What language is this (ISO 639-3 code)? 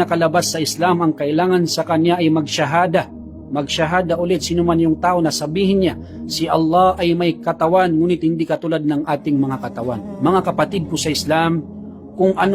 mrw